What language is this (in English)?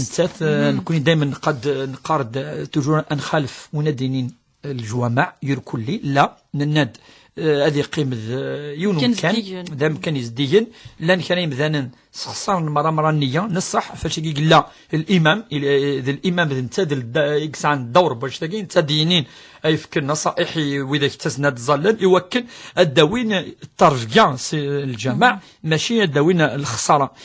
Kabyle